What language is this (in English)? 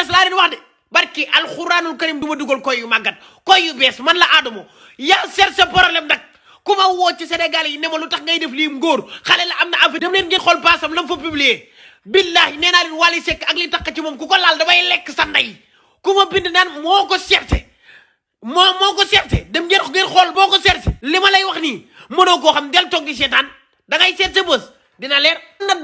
Wolof